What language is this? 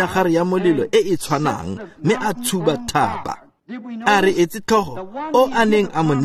Tswana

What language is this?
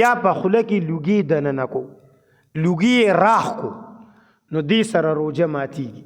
Pashto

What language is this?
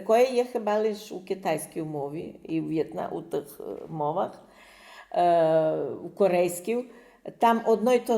Rusyn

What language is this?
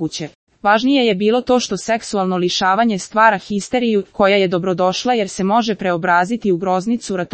Serbian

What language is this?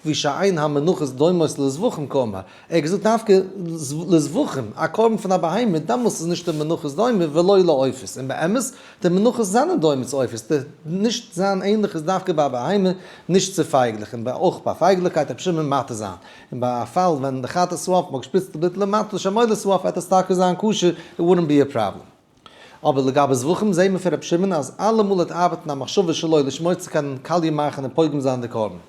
Yiddish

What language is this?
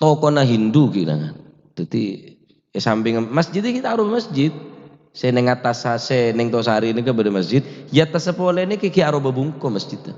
Madurese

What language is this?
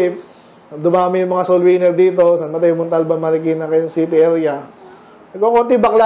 Filipino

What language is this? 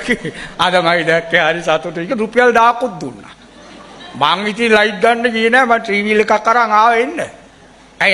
Sinhala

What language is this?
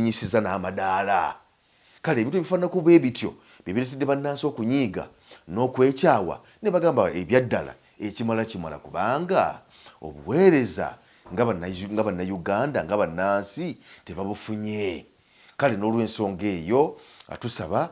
Ganda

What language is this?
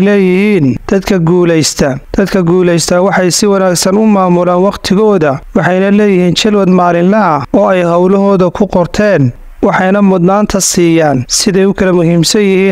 Somali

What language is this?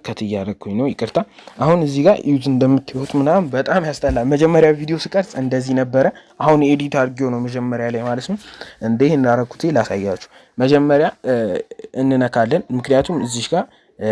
Amharic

